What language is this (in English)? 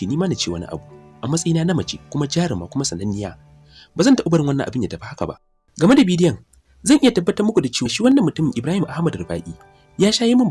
Hausa